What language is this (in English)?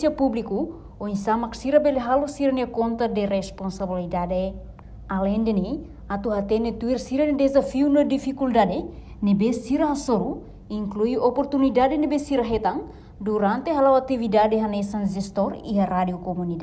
Tetum